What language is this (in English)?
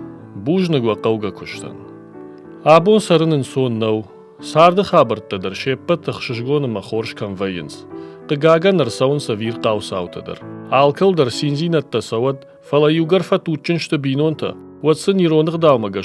Ossetic